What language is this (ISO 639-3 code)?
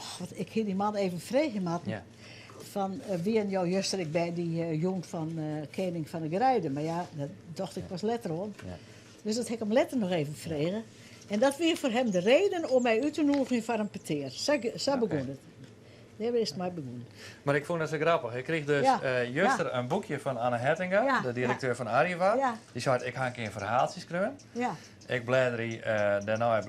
fry